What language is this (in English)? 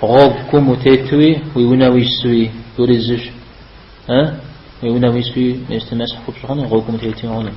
Kabardian